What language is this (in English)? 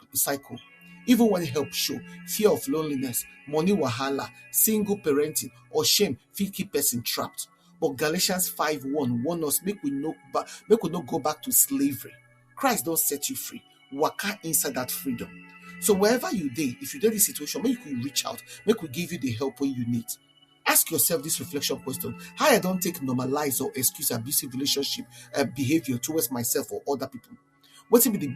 Nigerian Pidgin